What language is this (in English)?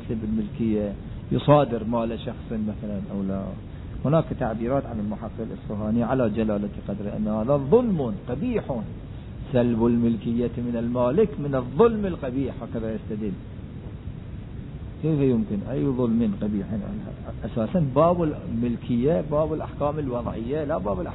Arabic